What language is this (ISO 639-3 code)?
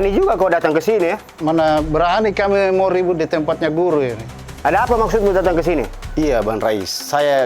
mfp